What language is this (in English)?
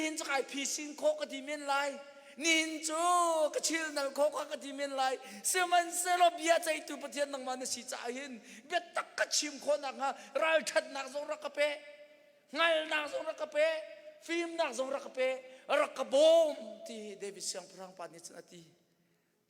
Hakha Chin